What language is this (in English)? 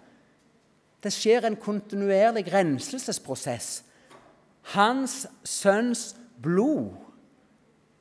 Norwegian